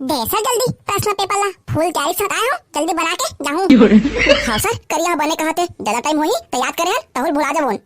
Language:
Chhattisgarhi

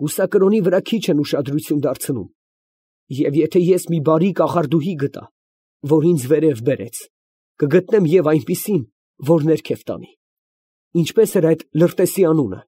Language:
Armenian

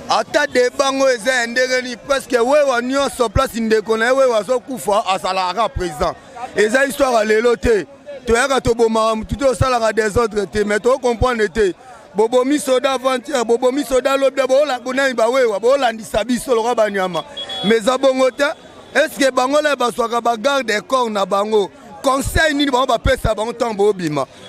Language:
Lingala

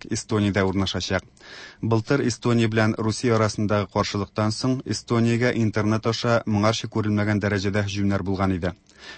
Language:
Tatar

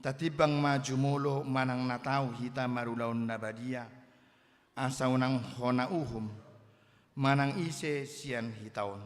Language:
Batak Toba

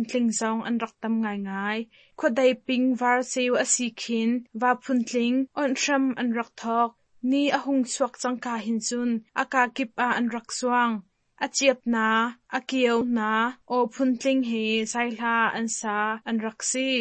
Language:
Hakha Chin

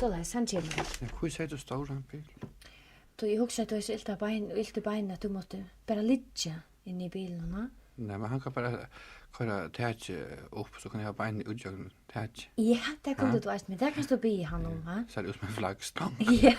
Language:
Faroese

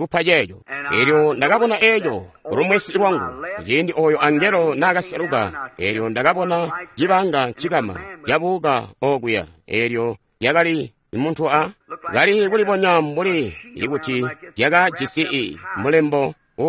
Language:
Tonga (Zambia)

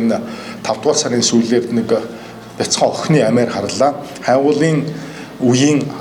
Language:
Mongolian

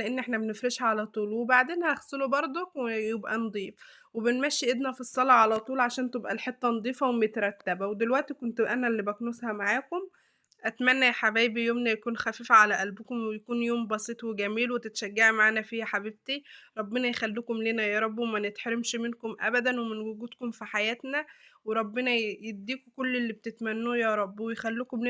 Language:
Egyptian Arabic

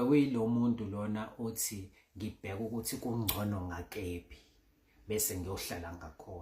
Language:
Zulu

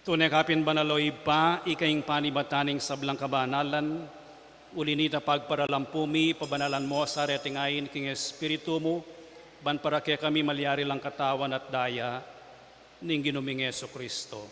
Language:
Pampanga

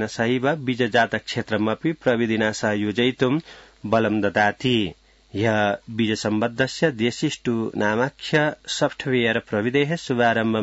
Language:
Sanskrit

